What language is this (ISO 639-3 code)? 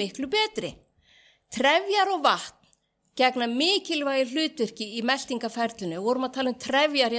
isl